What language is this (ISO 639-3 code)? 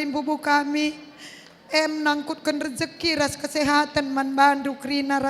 btx